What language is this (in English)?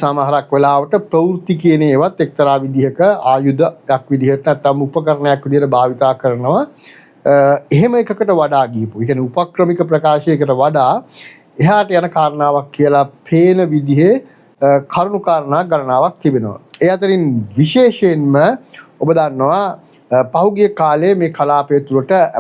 Sinhala